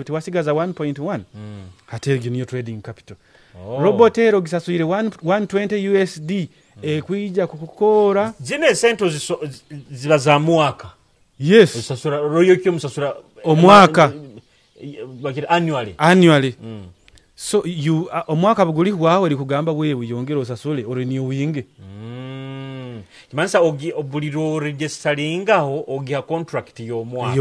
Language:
Nyoro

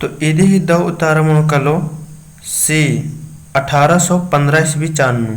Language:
Kurukh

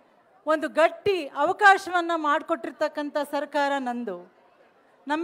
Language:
Kannada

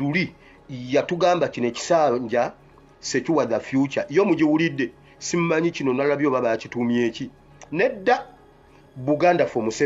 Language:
Ganda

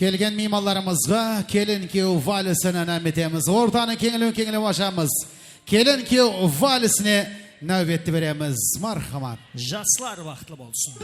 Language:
Kara-Kalpak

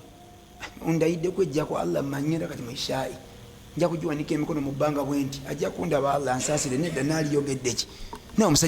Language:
Ganda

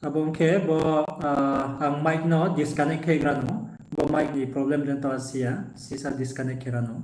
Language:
Riang (India)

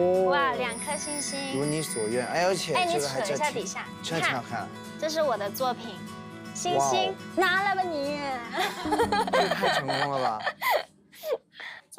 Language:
Chinese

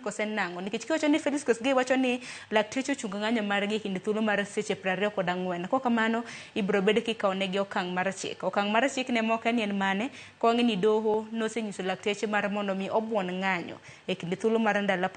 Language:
Luo (Kenya and Tanzania)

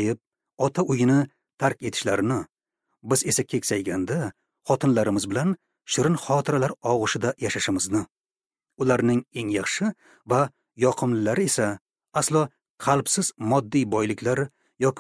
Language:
Uzbek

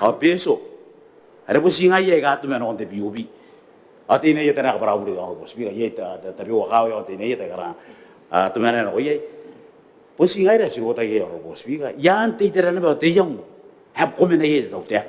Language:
Gilbertese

